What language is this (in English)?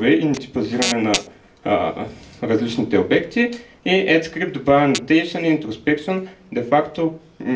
Bulgarian